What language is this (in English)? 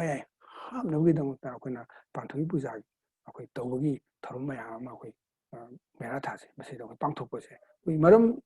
Manipuri